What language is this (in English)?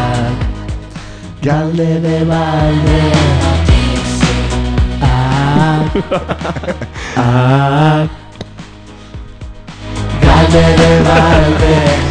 Basque